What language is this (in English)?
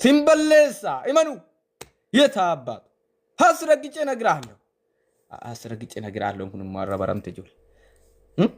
Oromo